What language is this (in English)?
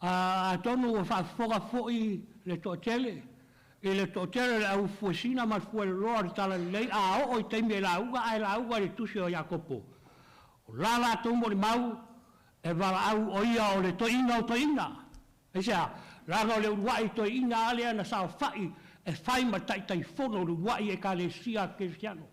Samoan